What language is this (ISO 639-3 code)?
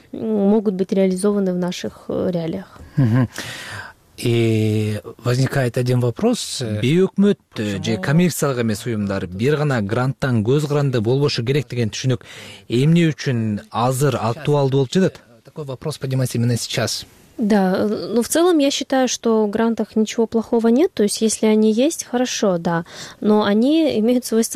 kir